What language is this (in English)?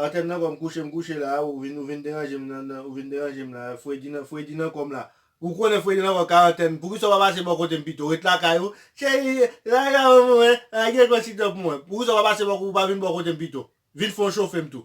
Haitian Creole